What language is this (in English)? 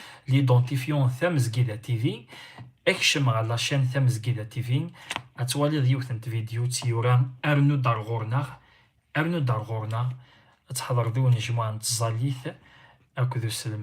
Kabyle